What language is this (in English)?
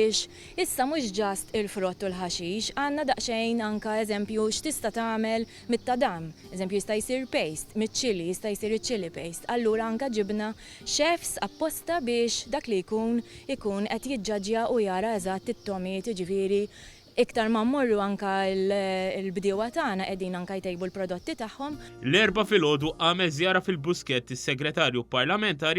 Maltese